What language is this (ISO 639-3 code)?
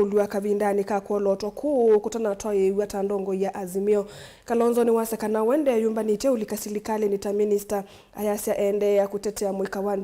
kam